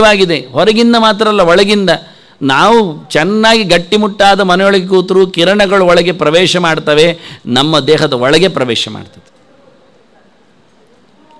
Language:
Kannada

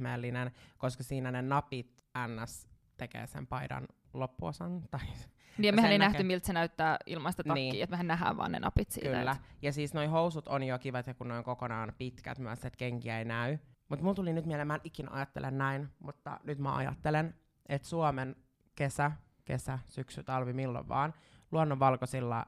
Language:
Finnish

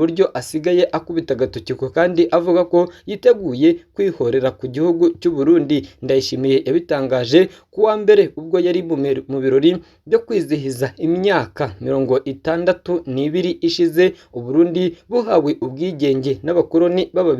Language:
Kinyarwanda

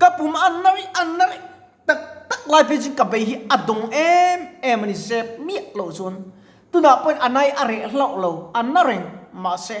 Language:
Mizo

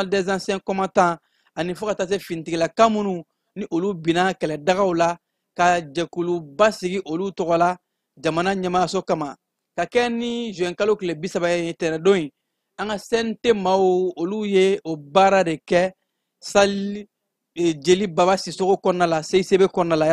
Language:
Bambara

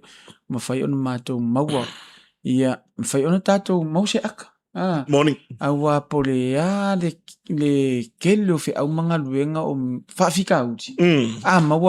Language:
Samoan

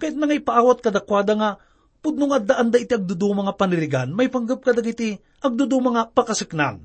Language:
Iloko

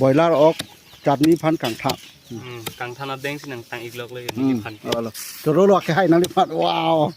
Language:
Karbi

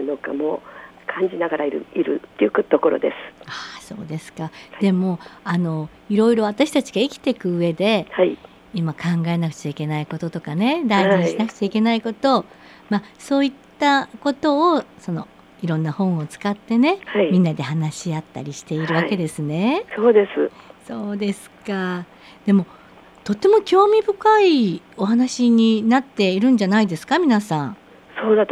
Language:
Japanese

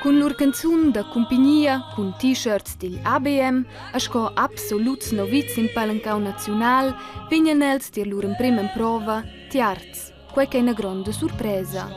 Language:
Romansh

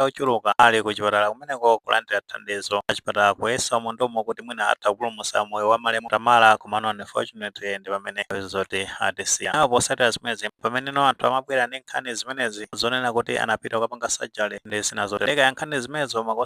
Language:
Nyanja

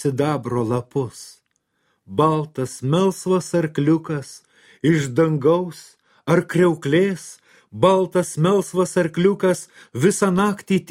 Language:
Lithuanian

